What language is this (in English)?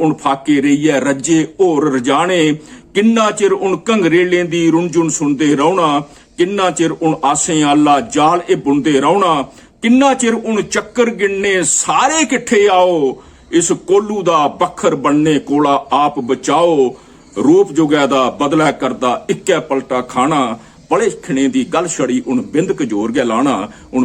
Dogri